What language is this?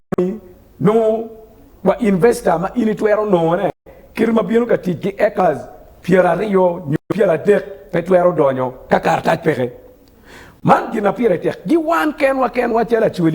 Acoli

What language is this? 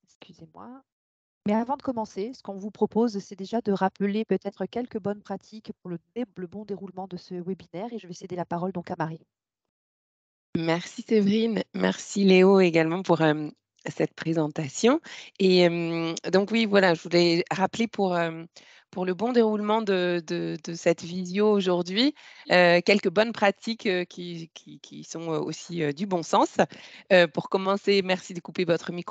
French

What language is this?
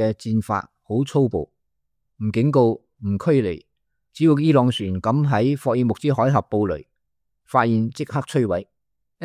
Cantonese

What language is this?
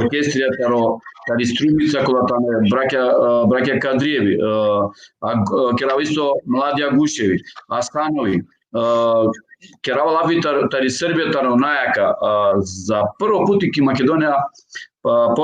Balkan Romani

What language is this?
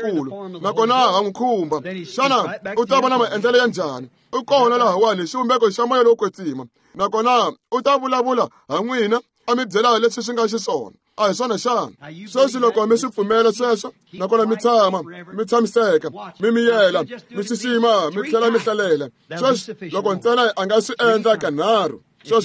Tsonga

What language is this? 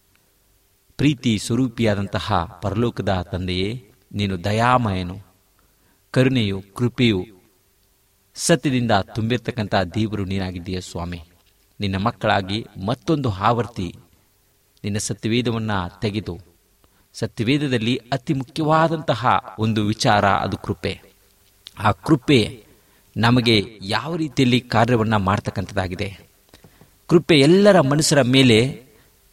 Kannada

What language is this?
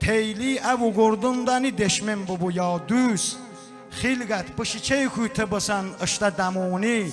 Talysh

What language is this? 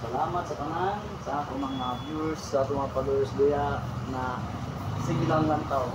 Surigaonon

